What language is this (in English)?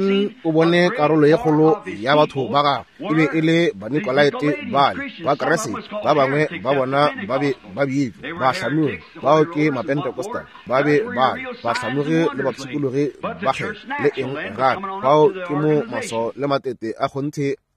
Northern Sotho